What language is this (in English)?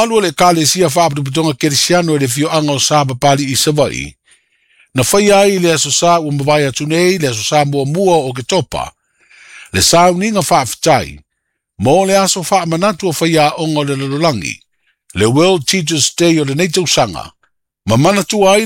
Samoan